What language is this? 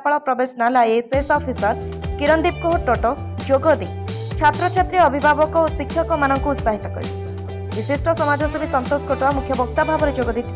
Odia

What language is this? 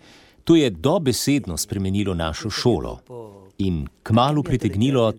Slovenian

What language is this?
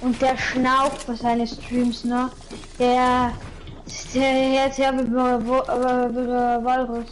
Bavarian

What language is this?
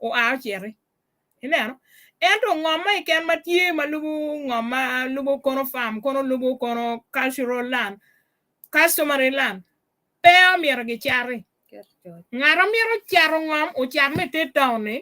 Acoli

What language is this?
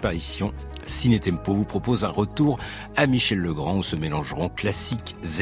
French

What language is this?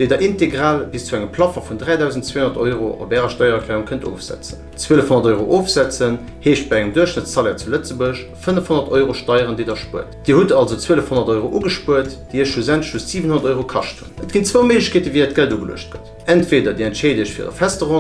Luxembourgish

